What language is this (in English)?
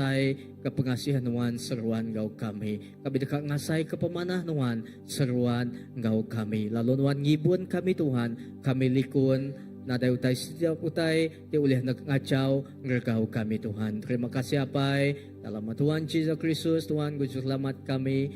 Iban